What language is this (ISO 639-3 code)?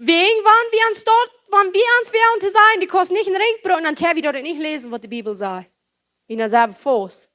pdt